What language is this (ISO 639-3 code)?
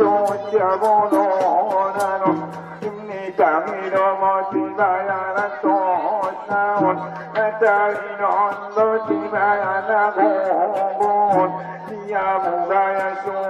akb